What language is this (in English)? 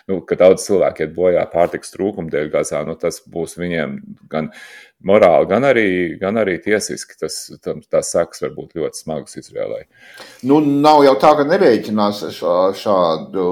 Latvian